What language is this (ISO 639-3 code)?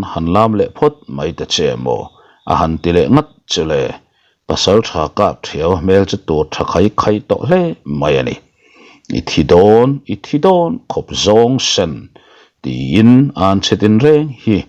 lus